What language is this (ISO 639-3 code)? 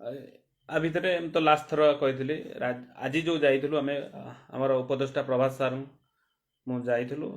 ori